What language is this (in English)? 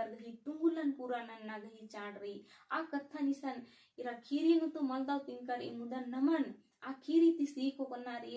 Kurukh